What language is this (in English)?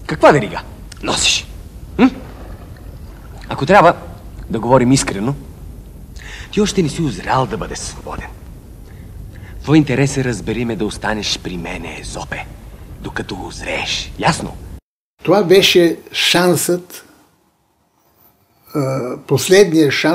Bulgarian